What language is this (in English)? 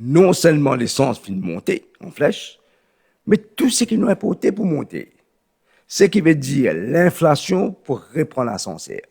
Morisyen